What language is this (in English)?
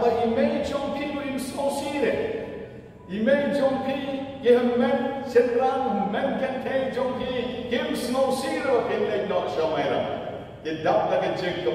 Khasi